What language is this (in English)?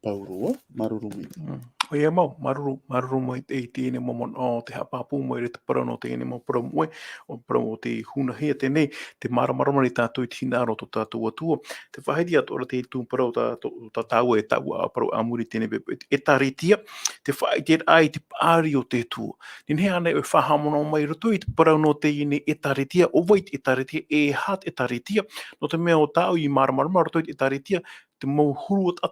Tahitian